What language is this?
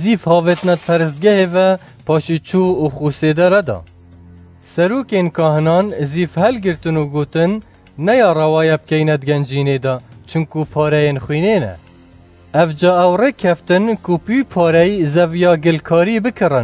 Kurdish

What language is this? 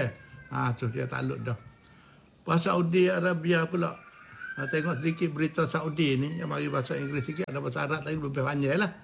Malay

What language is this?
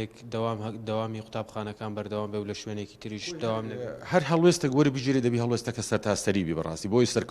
Central Kurdish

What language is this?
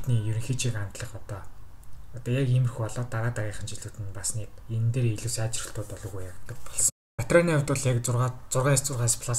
Mongolian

